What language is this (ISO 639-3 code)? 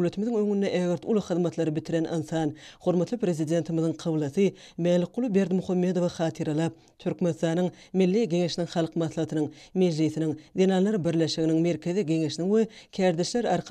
tuk